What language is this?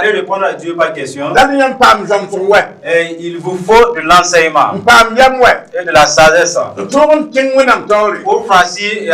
Mossi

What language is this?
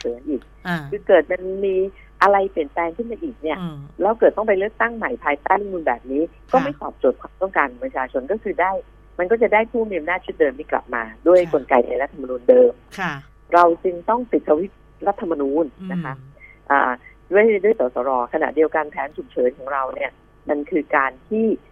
Thai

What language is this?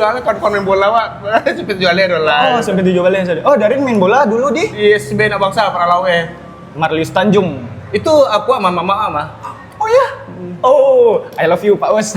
Minangkabau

